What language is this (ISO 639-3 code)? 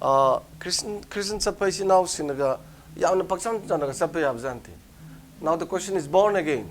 mni